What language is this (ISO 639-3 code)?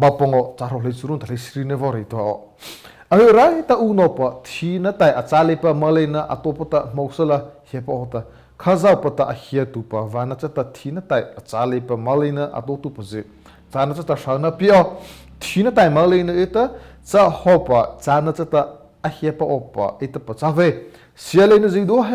mrh